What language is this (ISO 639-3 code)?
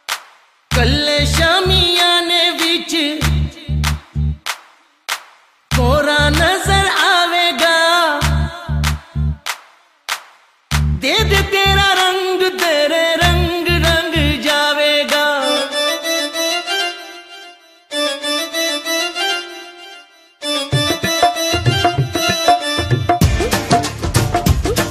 hin